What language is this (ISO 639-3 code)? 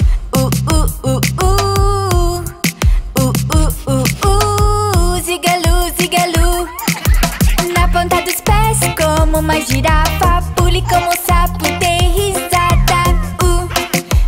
por